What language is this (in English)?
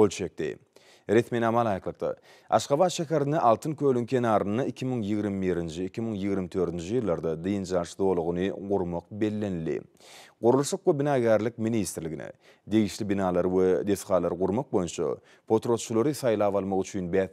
Turkmen